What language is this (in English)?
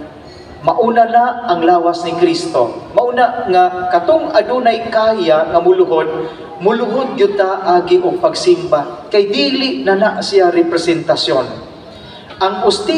Cebuano